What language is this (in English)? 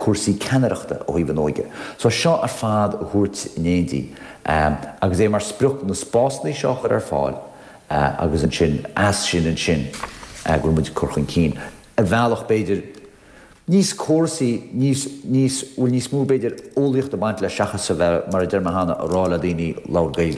Irish